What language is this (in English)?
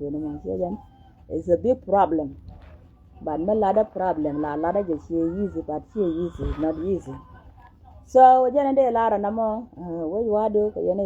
Nuer